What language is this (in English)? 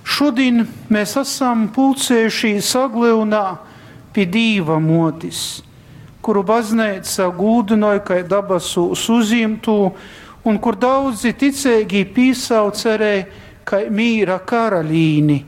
Latgalian